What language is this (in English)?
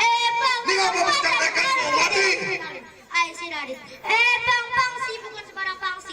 Betawi